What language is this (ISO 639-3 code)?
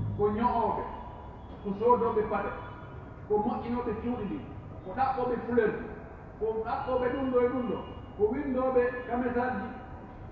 fuf